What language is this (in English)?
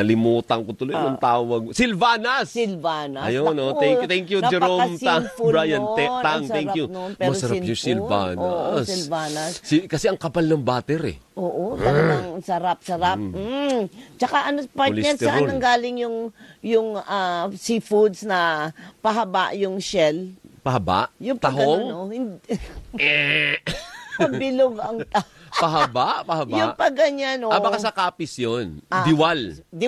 Filipino